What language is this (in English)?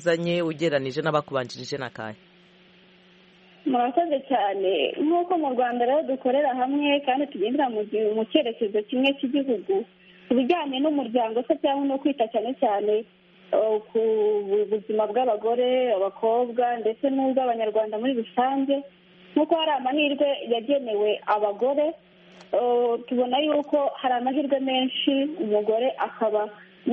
Kinyarwanda